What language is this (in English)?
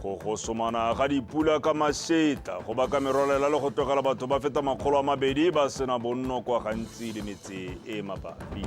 Tswana